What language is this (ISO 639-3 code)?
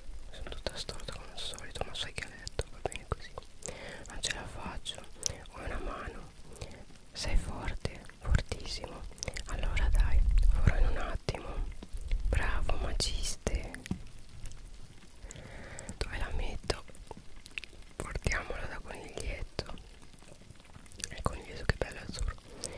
ita